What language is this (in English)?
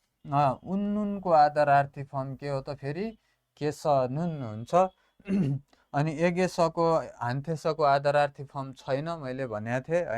Nepali